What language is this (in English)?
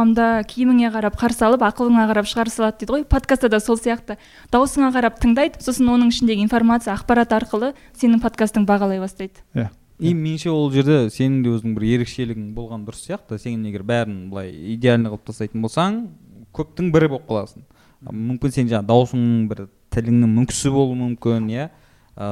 Kazakh